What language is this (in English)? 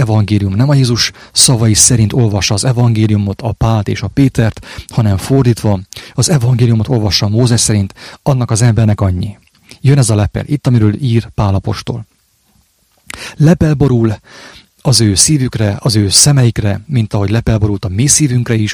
Hungarian